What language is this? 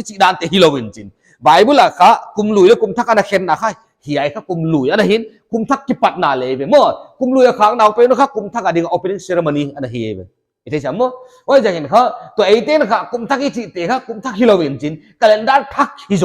Paite Chin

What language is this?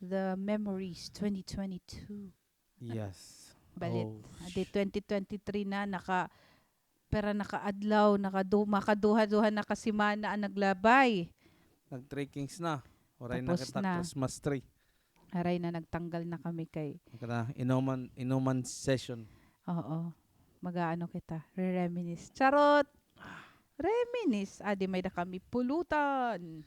Waray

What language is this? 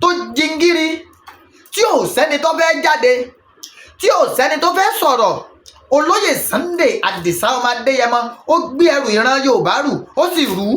Yoruba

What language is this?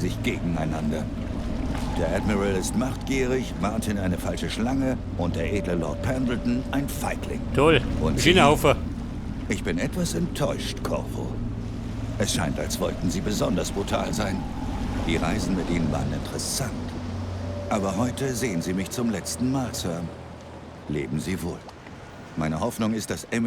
Bavarian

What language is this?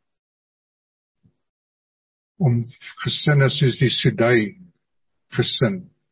Afrikaans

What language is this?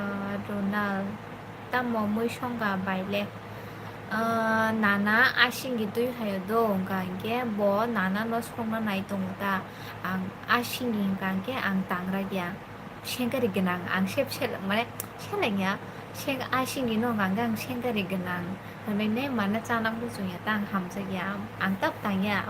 Kok Borok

